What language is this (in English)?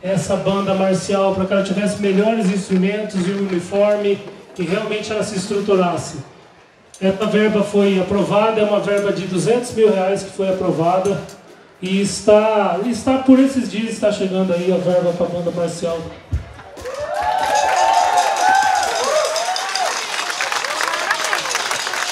Portuguese